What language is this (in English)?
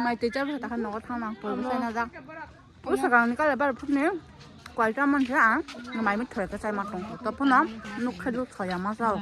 Kok Borok